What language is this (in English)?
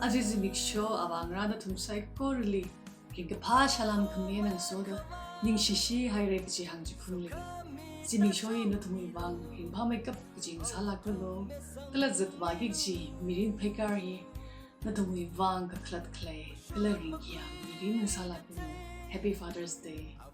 Tangkhul Naga (India)